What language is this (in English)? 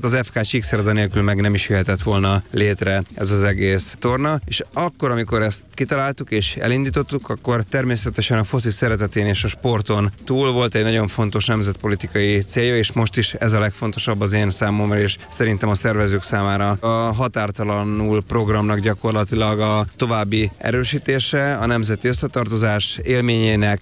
Hungarian